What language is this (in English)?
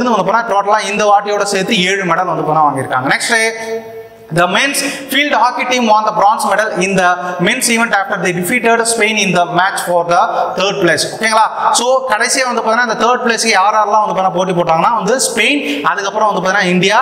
Tamil